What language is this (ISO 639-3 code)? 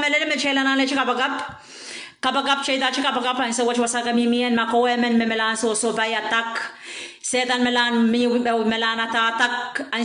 pon